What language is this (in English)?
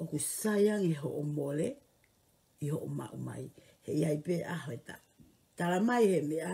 Tongan